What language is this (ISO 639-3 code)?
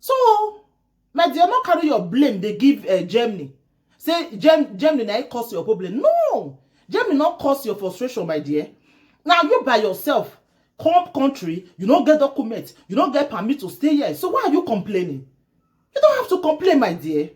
pcm